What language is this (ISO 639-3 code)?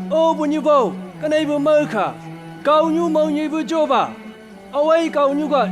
nbc